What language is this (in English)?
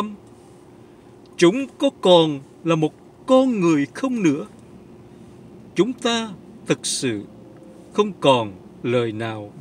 Vietnamese